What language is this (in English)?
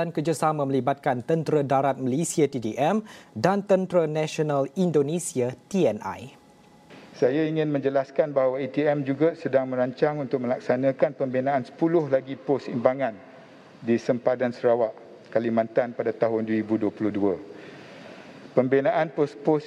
Malay